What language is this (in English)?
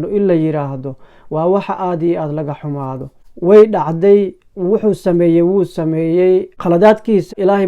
Somali